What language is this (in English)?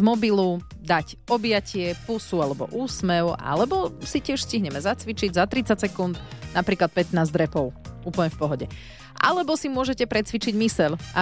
Slovak